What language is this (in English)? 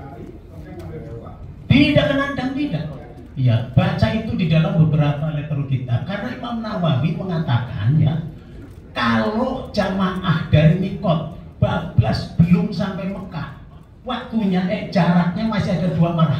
Indonesian